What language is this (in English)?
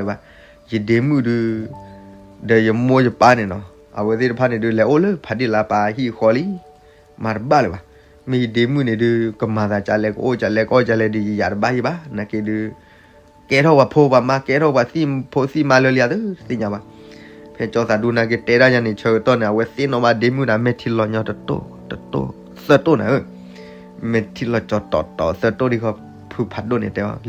S'gaw Karen